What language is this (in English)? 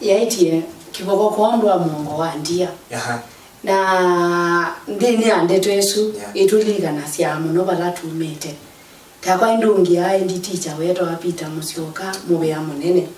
Kamba